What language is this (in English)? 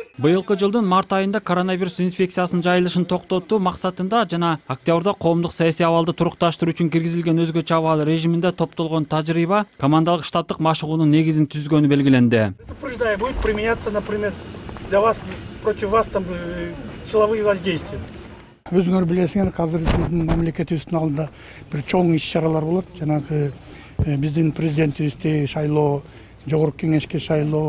Kyrgyz